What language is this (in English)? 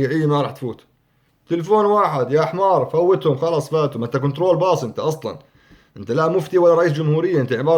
North Levantine Arabic